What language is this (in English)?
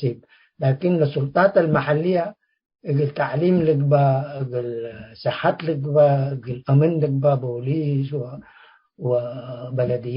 Tigre